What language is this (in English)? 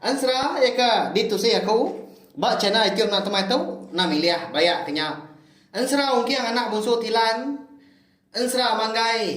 Iban